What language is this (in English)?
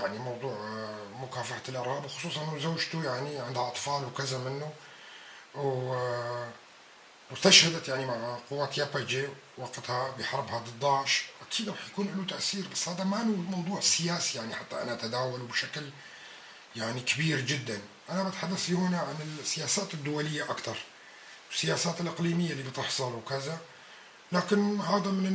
North Levantine Arabic